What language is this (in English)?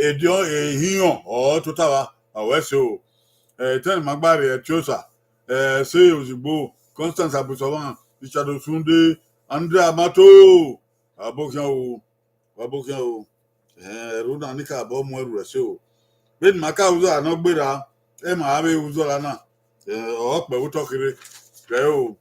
Bini